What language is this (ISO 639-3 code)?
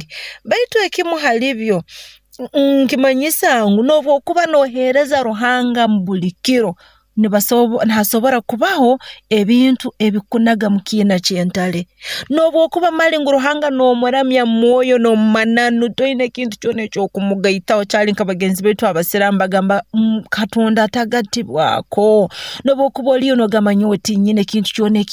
nyo